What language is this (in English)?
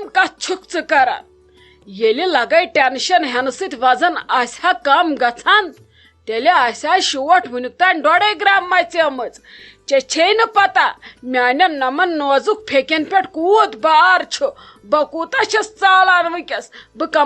Kashmiri